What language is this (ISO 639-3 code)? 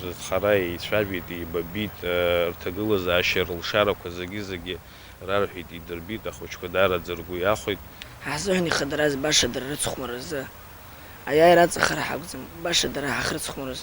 abk